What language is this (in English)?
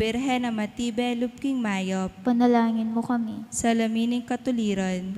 Pampanga